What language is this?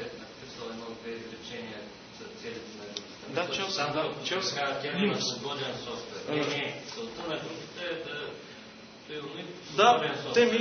Bulgarian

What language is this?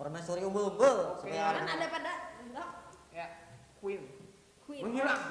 Banjar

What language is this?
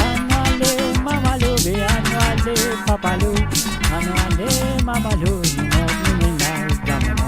Morisyen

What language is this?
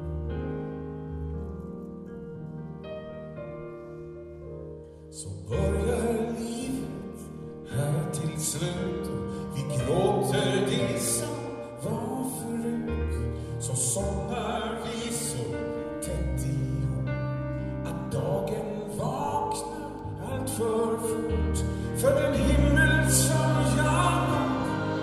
Swedish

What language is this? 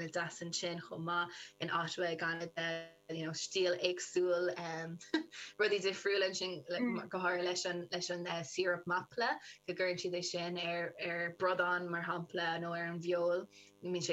Irish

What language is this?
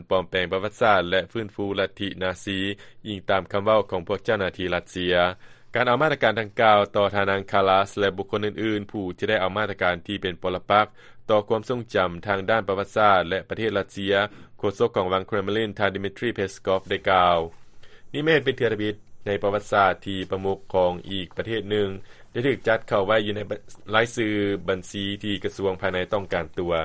Lao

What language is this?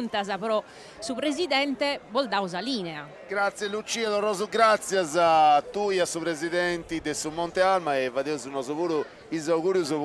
Sardinian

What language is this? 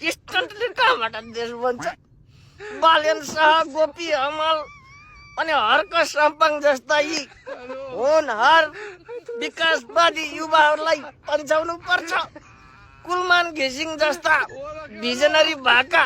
Nepali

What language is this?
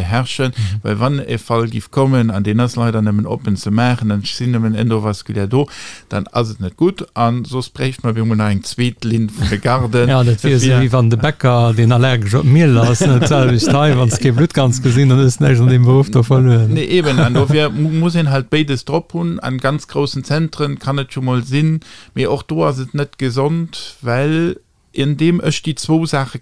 Luxembourgish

